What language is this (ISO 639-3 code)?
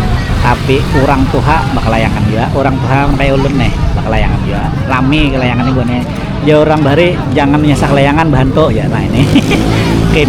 bjn